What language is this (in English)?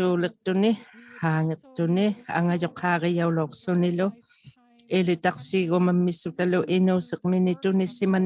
Inuktitut